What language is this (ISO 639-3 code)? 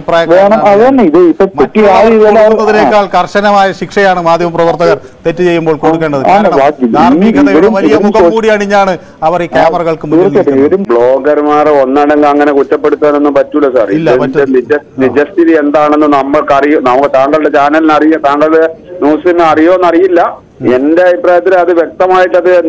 mal